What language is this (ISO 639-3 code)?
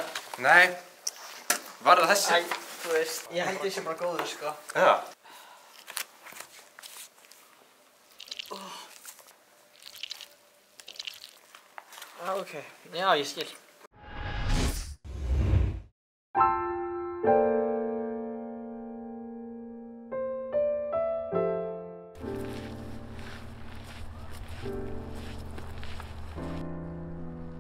isl